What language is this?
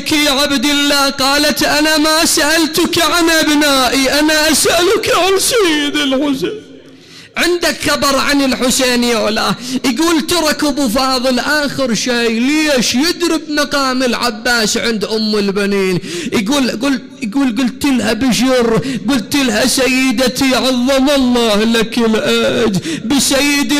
Mesopotamian Arabic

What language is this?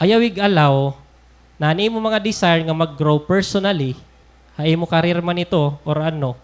Waray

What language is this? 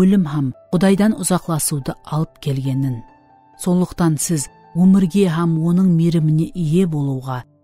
Kara-Kalpak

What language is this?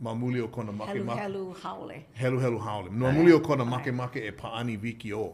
Hawaiian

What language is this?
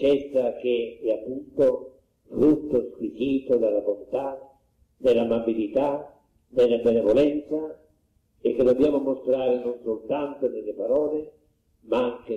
Italian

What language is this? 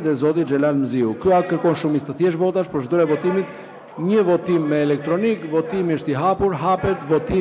Albanian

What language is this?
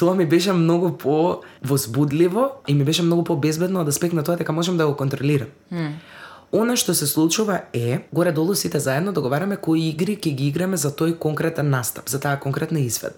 Macedonian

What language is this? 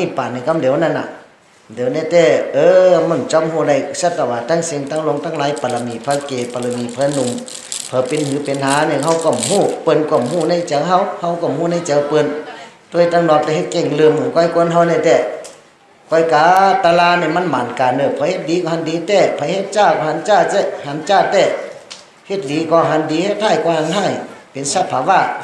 Shan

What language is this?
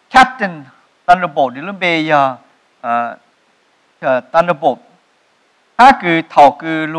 Vietnamese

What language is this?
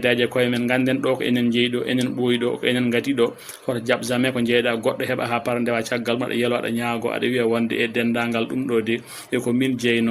Fula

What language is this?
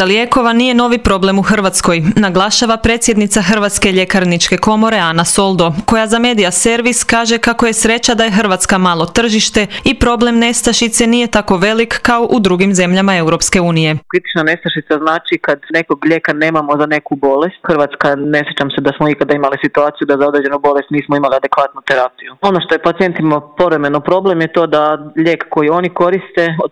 Croatian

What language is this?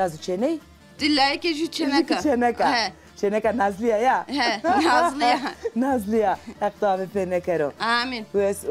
Zaza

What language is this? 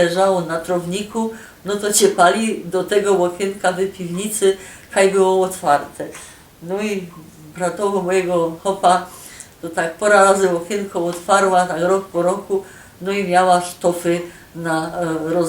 Silesian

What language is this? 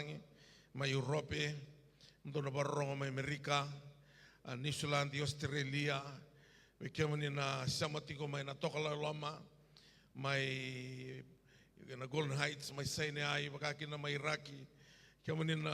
Fijian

